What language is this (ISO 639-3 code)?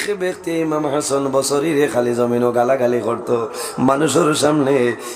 syl